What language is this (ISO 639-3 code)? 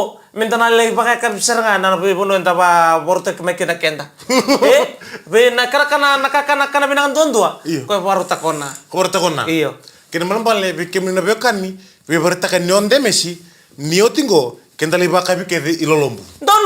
fij